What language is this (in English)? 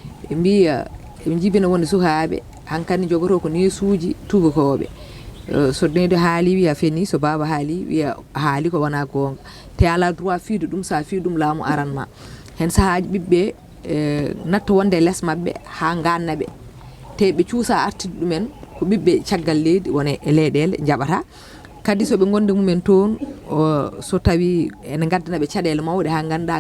Fula